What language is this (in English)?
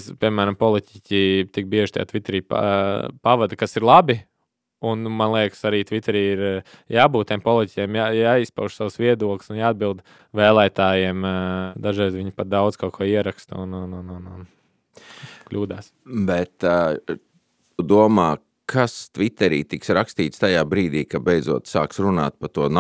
Latvian